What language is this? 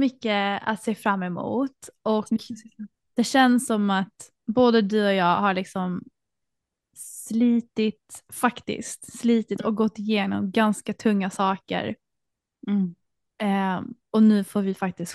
Swedish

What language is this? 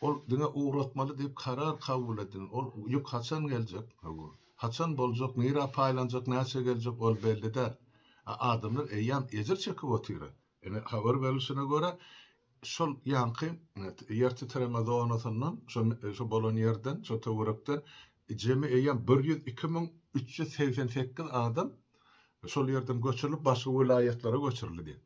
Turkmen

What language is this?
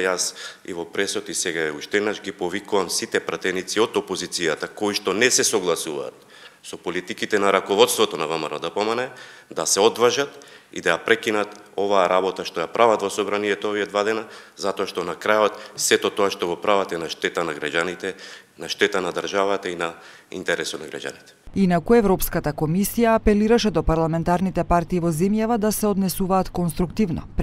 Macedonian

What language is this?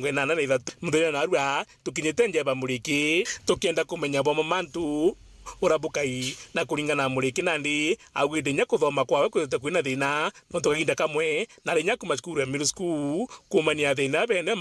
Meru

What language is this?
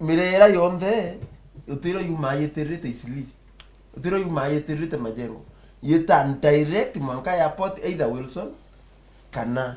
Meru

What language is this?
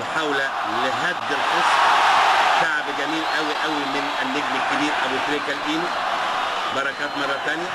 Egyptian Arabic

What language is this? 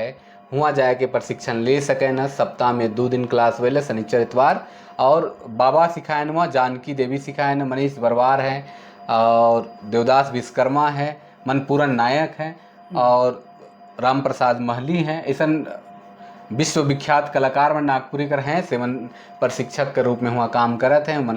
Sadri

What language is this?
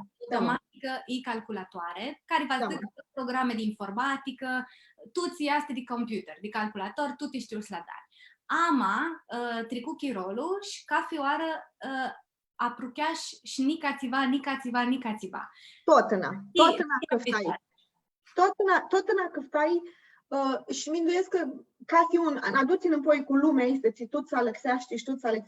Aromanian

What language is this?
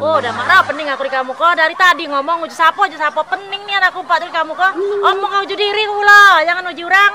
Musi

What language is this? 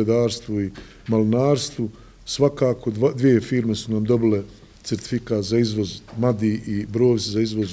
Bosnian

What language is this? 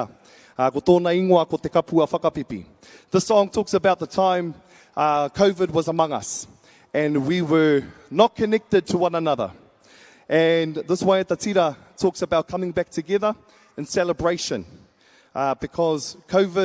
Māori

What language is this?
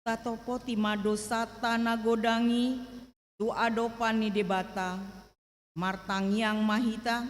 Batak Toba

